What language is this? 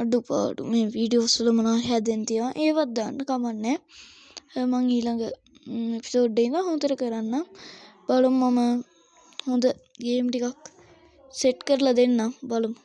Sinhala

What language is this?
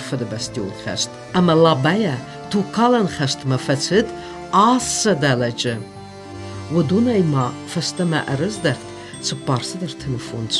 Ossetic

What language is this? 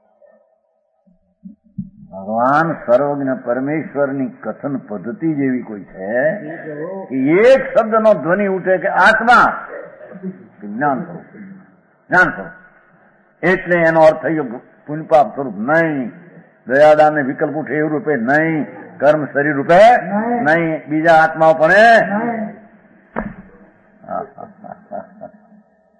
Gujarati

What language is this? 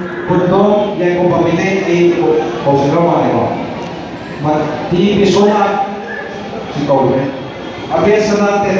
Manipuri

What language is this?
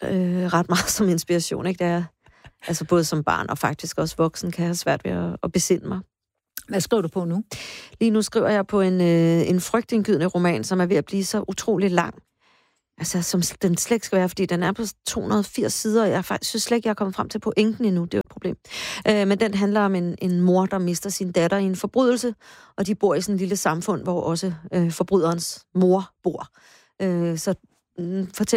Danish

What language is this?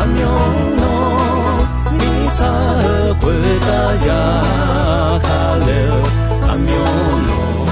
Akha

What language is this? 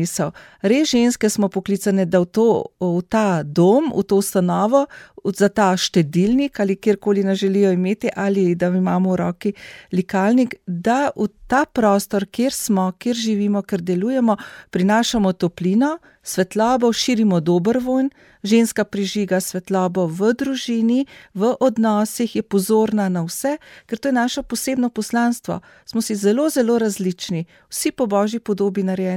Slovenian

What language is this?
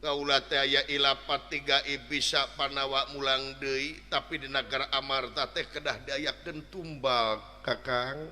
Sundanese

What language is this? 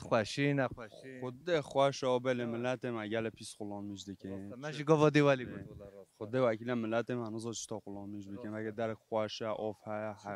Kurdish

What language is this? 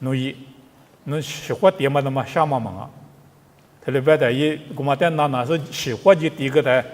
Lisu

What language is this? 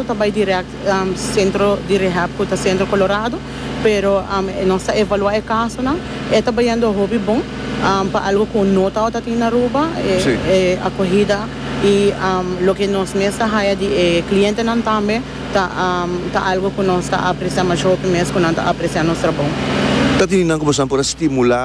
Papiamento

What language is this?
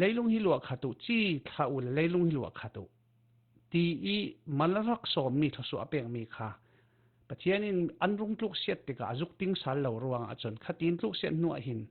Falam Chin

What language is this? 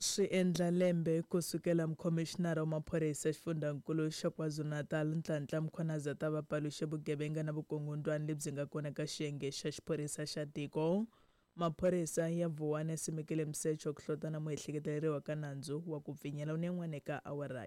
Tsonga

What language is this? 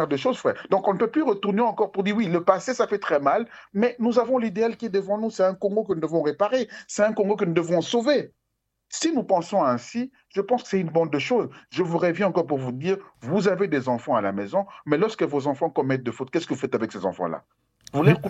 French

